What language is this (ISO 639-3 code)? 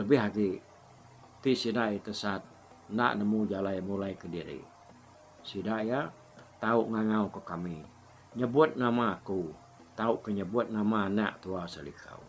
iba